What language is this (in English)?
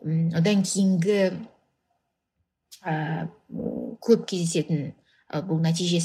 Kazakh